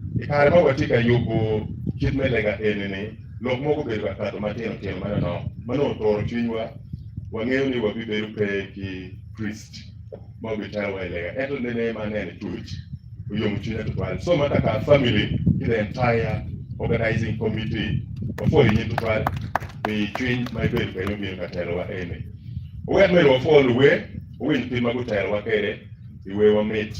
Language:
Acoli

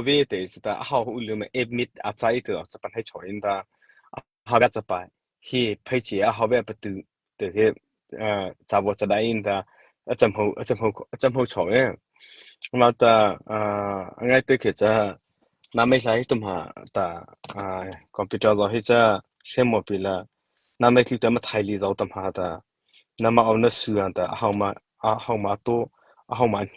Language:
Mara Chin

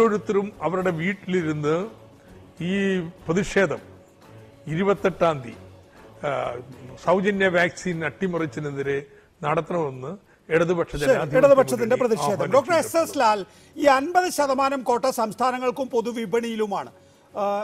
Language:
Malayalam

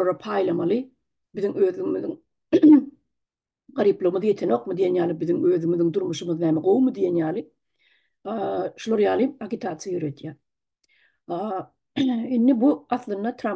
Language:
Turkmen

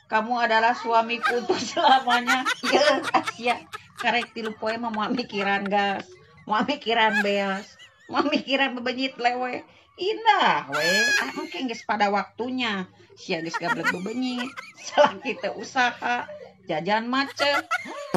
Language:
Sundanese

